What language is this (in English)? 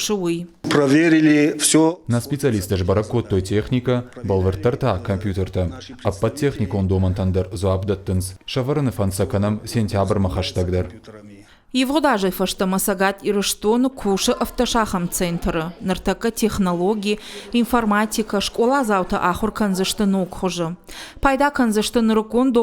Ossetic